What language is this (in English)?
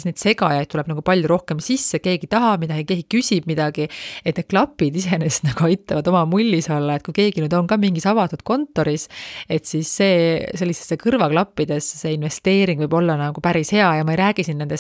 Estonian